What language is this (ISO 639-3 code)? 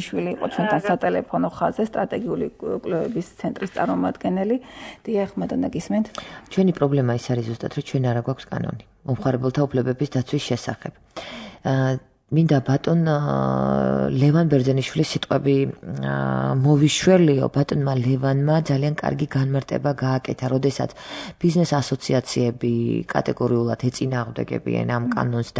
kat